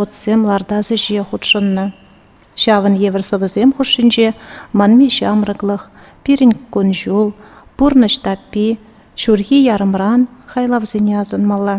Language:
Chuvash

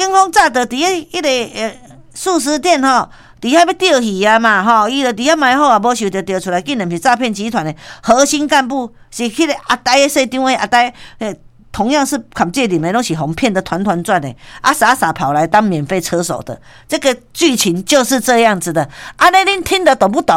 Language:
Min Nan Chinese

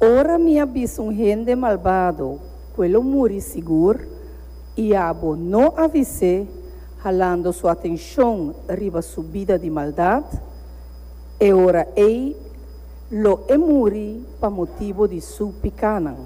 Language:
Papiamento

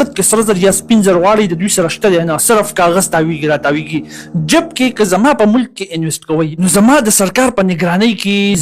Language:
Pashto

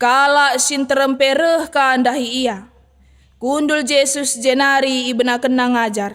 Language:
Batak Karo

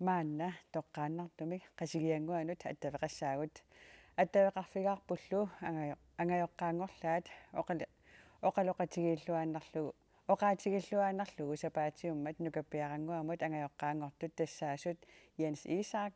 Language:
Kalaallisut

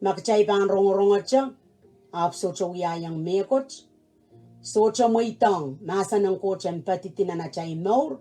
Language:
Pohnpeian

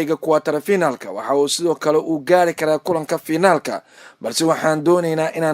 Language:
Somali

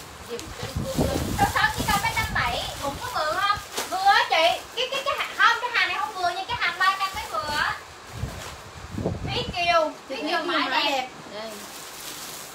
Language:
Vietnamese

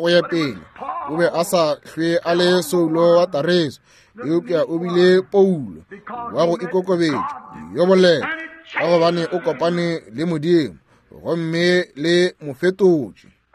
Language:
Northern Sotho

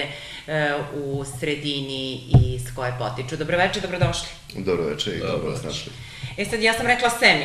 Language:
Serbian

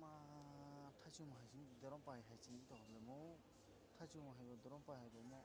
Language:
Kok Borok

